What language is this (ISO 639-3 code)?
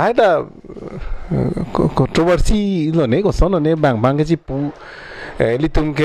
mjw